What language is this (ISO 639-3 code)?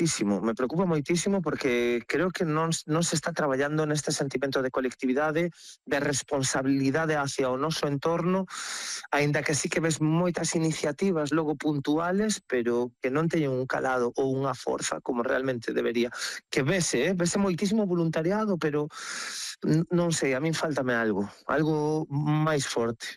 glg